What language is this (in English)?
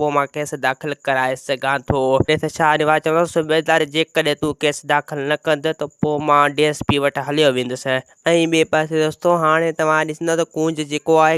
Sindhi